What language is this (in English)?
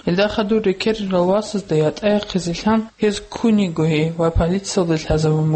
Avaric